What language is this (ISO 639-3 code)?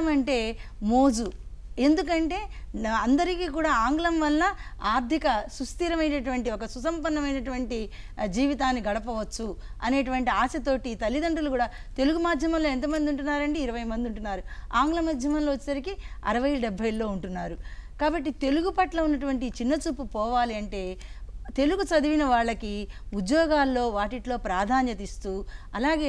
tel